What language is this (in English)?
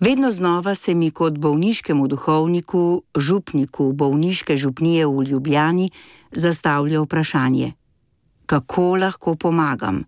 Slovenian